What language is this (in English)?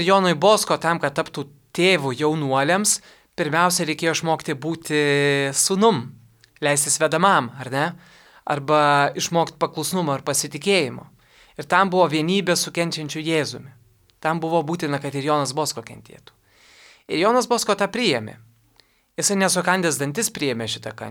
Lithuanian